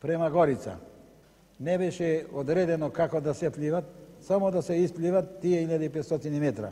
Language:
Macedonian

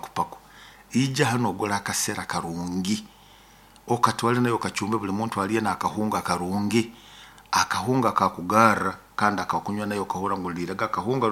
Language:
Nyoro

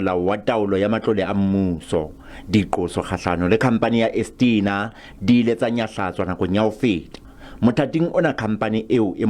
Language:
Southern Sotho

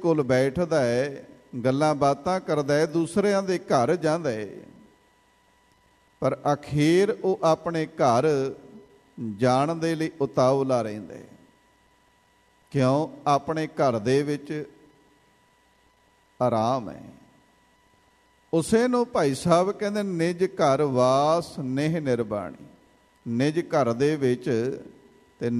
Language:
Punjabi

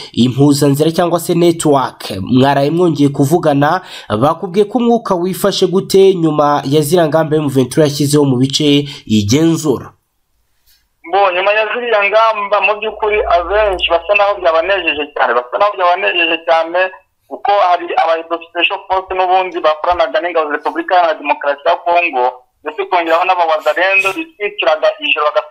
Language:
Kinyarwanda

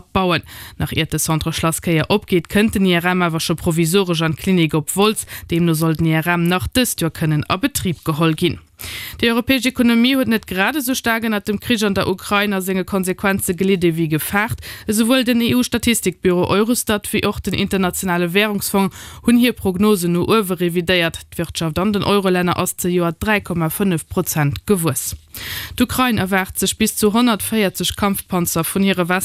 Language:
Luxembourgish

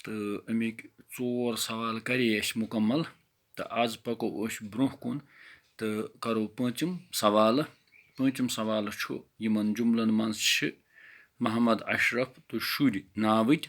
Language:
Kashmiri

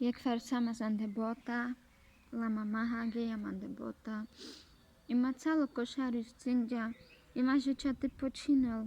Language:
Carpathian Romani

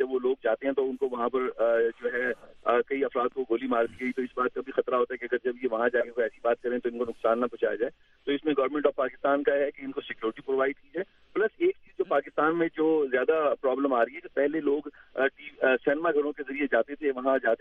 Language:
Urdu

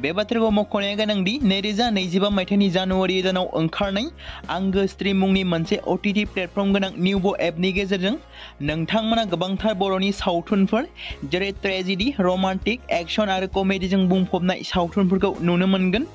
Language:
Bodo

